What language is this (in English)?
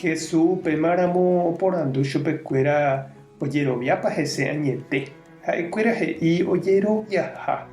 Guarani